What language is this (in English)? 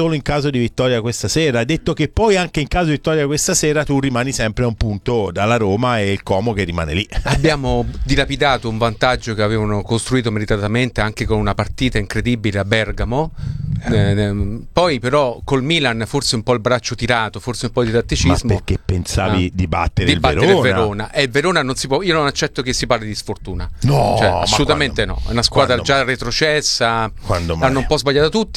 Italian